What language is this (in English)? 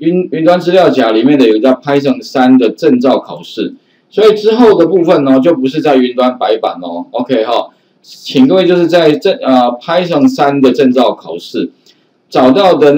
Chinese